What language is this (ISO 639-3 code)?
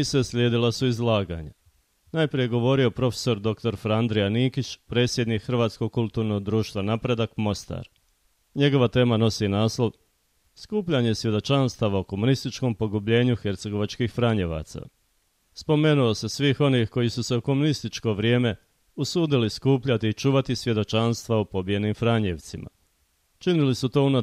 hrv